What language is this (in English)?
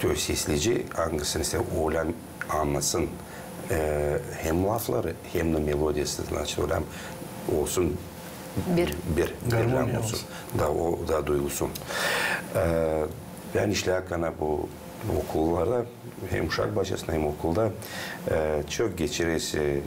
Gagauz